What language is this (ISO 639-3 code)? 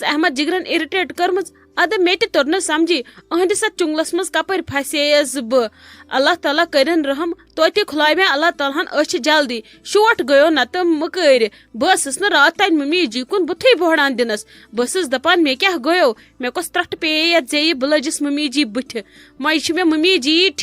kas